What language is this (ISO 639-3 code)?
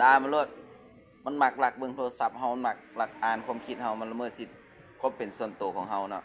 lao